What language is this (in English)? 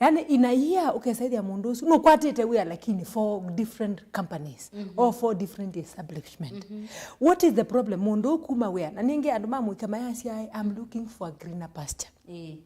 Kamba